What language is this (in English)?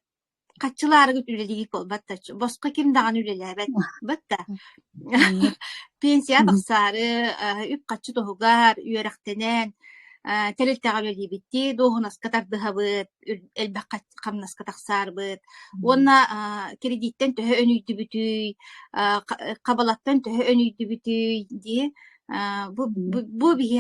Yakut